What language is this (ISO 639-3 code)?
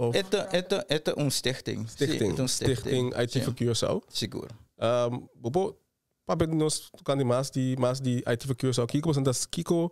pap